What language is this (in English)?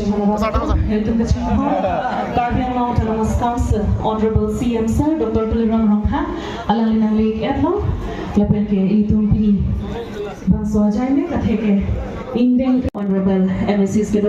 Karbi